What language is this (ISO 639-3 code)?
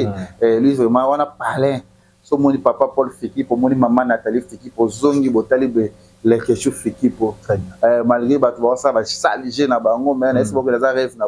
lin